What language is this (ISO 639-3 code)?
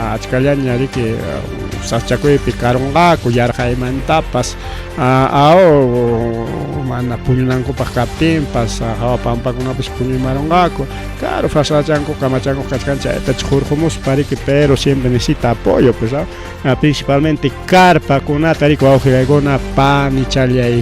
quy